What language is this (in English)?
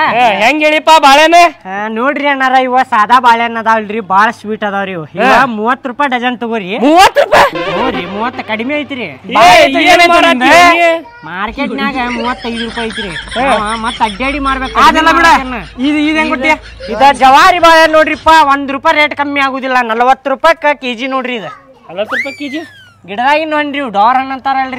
Kannada